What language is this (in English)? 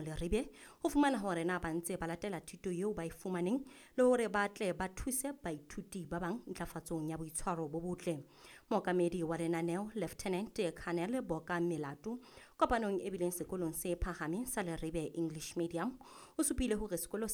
Southern Sotho